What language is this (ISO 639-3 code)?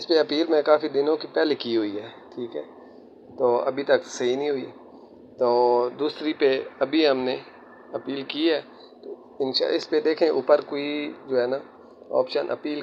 hin